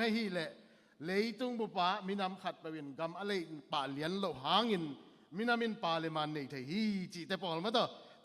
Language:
Tedim Chin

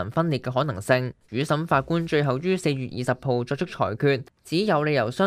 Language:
Cantonese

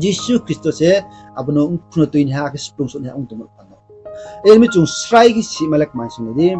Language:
Riang (India)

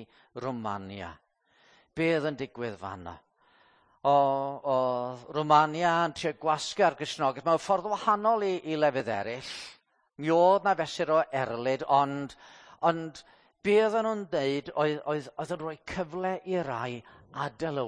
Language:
Welsh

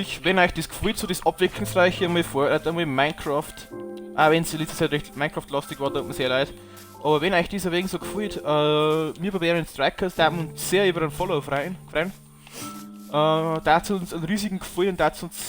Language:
Bavarian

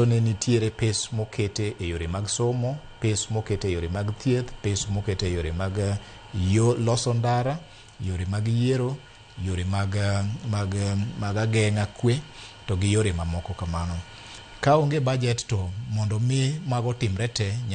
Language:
Luo (Kenya and Tanzania)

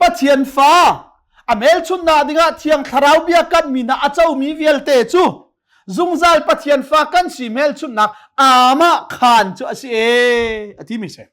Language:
Hakha Chin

